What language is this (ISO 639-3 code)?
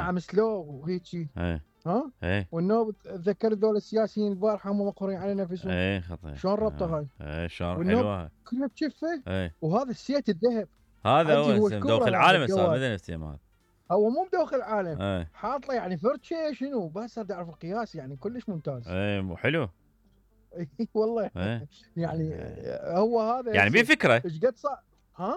acm